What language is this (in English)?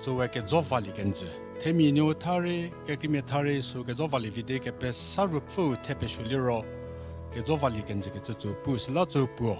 Angami Naga